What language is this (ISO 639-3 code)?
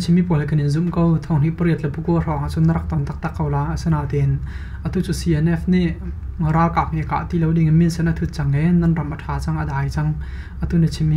cnh